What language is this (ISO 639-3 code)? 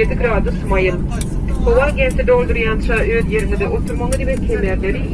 tuk